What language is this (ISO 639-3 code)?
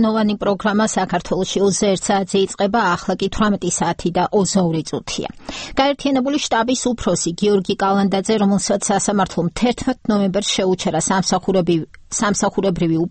kat